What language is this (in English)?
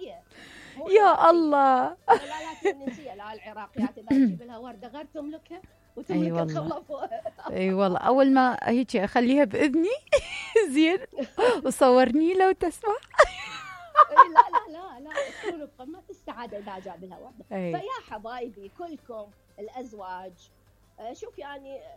Mesopotamian Arabic